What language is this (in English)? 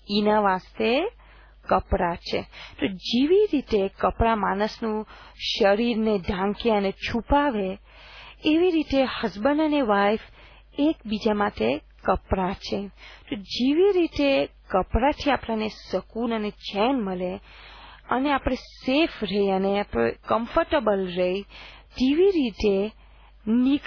Gujarati